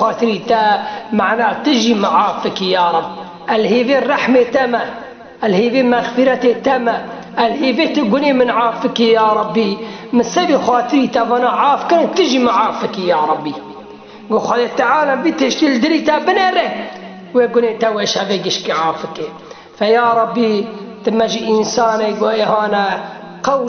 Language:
Kurdish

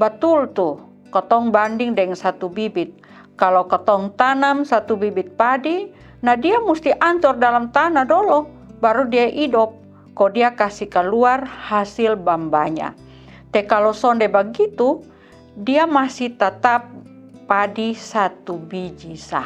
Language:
Kupang Malay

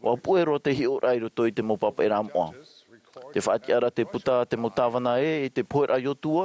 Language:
Tahitian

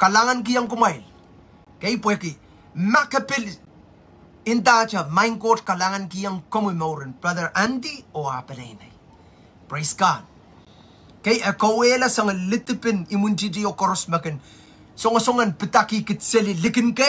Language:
Pohnpeian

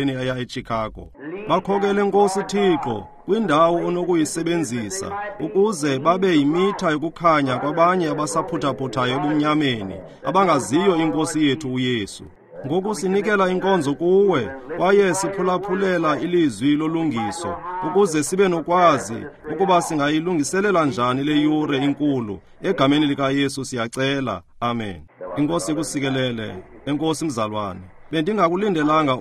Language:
Xhosa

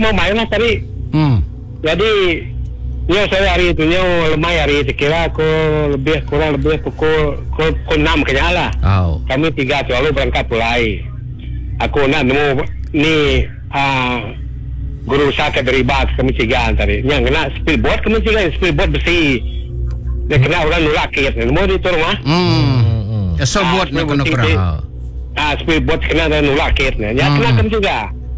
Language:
Iban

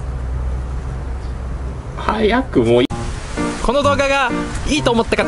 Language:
Japanese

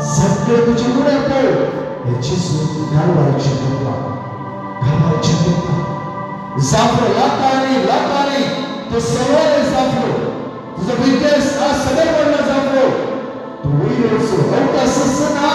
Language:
Konkani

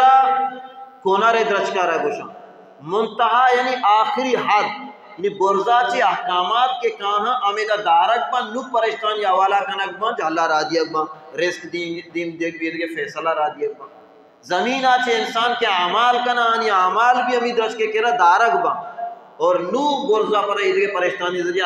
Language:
Baluchi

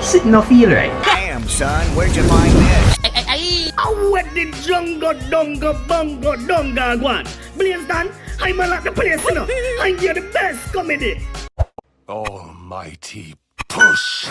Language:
Jamaican Creole English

